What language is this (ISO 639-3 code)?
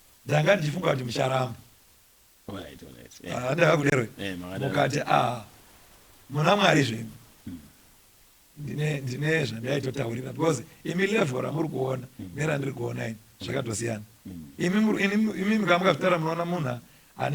sna